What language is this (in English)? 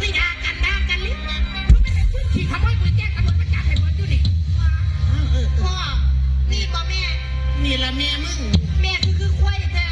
Northeastern Thai